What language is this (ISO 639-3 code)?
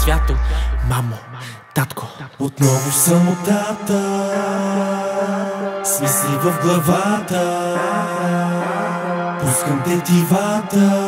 bul